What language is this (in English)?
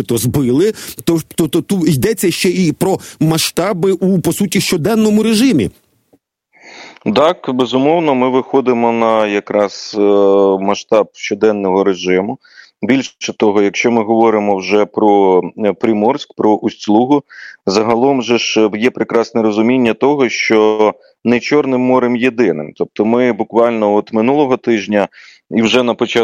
Ukrainian